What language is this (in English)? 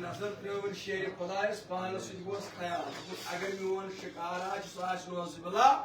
Kashmiri